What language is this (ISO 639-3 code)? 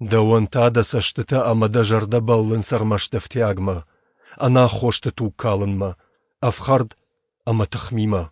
oss